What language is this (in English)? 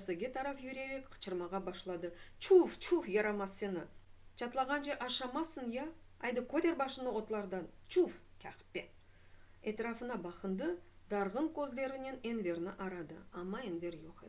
Crimean Tatar